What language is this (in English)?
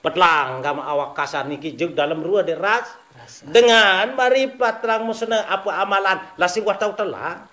Sasak